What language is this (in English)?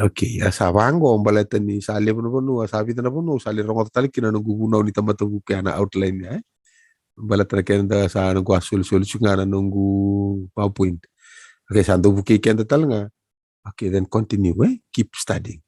Fijian